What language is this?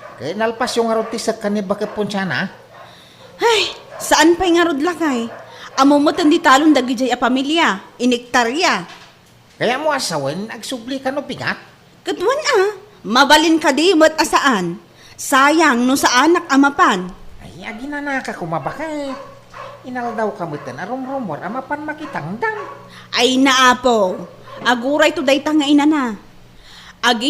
Iloko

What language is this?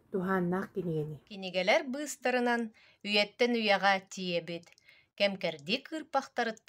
Yakut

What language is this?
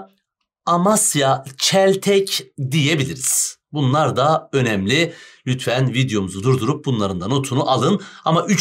Turkish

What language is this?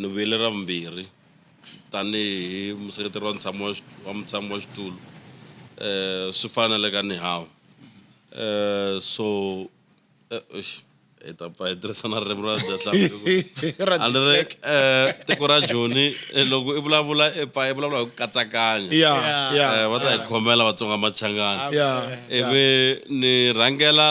Tsonga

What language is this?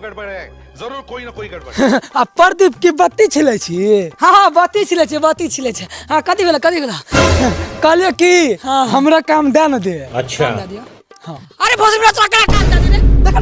Maithili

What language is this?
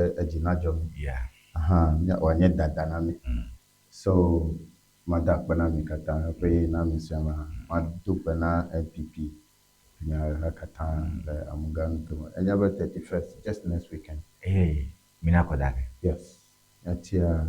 Ewe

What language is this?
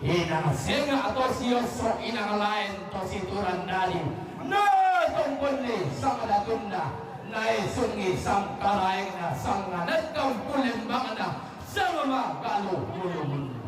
Toraja-Sa'dan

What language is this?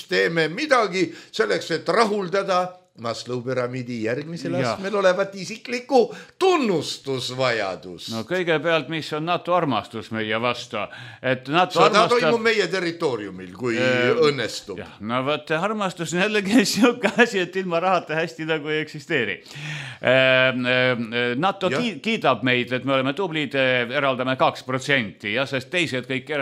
Estonian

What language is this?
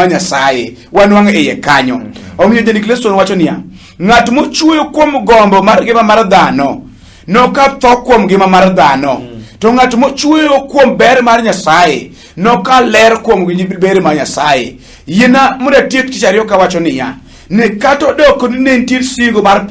Luo (Kenya and Tanzania)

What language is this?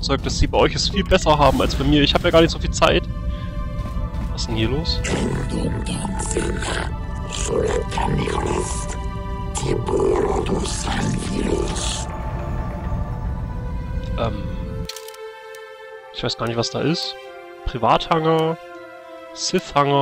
German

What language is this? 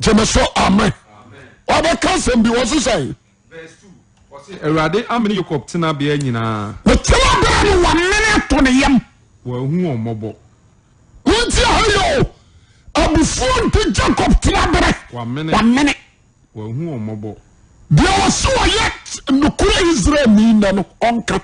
Akan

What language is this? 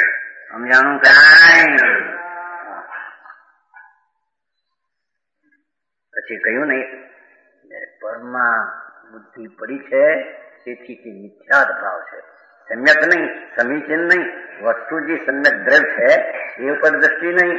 Gujarati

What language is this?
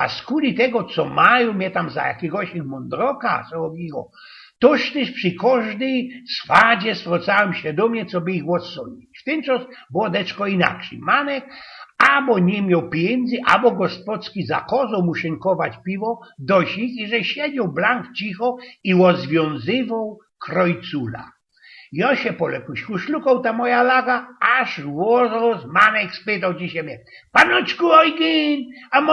Silesian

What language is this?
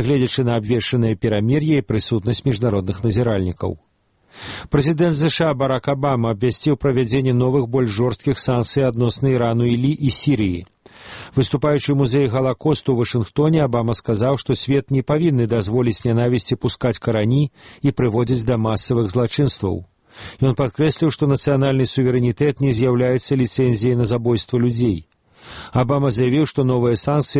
Belarusian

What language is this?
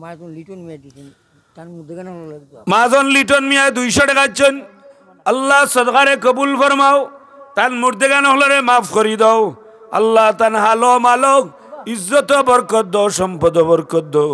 Sylheti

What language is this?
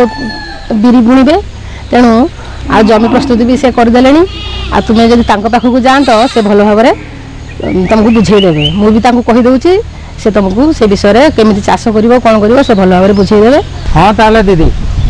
Odia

